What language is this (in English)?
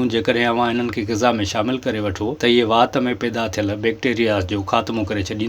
Sindhi